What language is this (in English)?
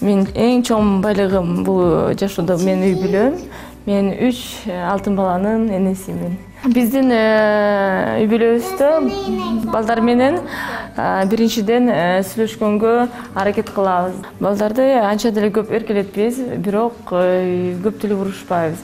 Kyrgyz